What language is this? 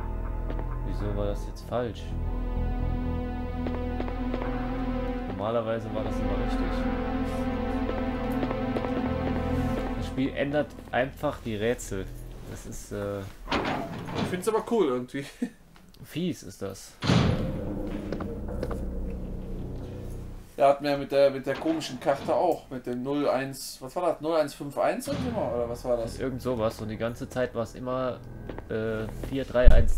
German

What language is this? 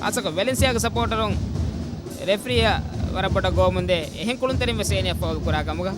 Divehi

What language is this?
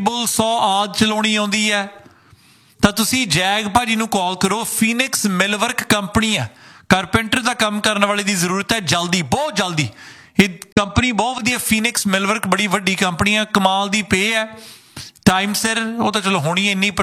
Punjabi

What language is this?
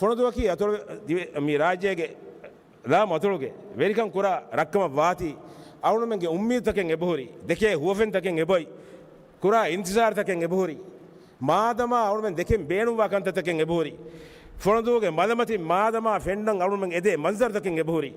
Divehi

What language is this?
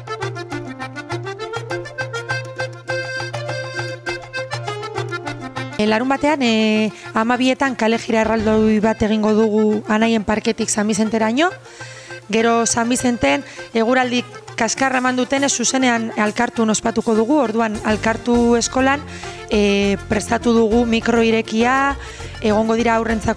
Basque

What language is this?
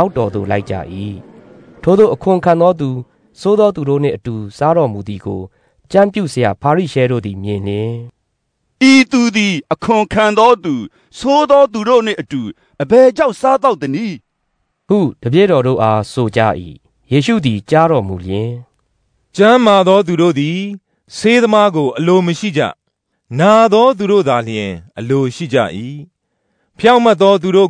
Burmese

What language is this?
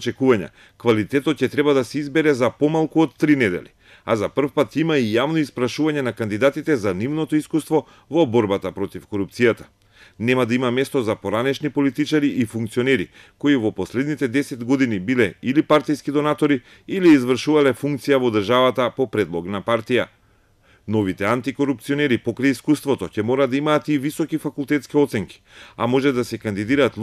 Macedonian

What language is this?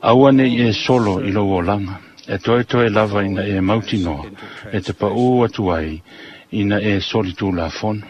Samoan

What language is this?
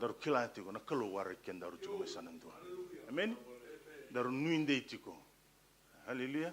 Fijian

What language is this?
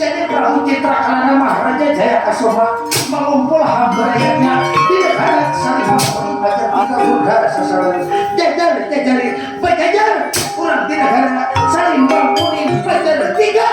Banjar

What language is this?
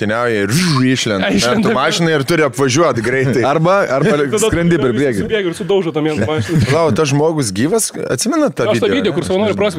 Lithuanian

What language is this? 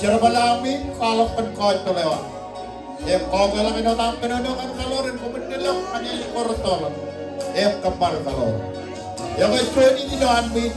Marshallese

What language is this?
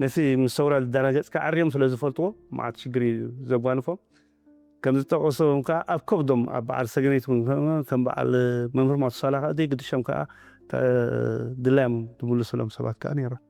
Tigrinya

